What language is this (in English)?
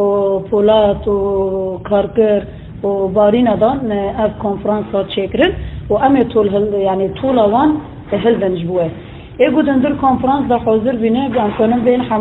Kurdish